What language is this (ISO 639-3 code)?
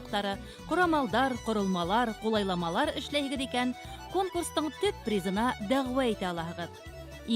bak